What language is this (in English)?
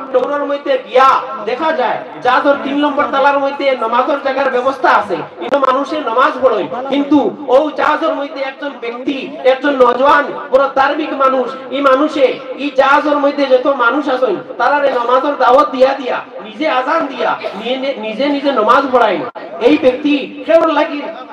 Sylheti